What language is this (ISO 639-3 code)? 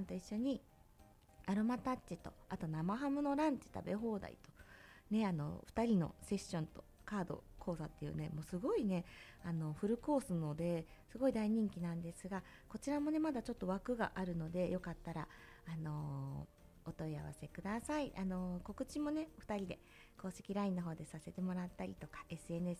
jpn